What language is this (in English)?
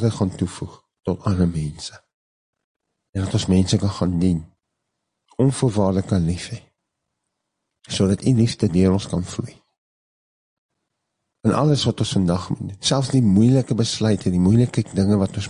Afrikaans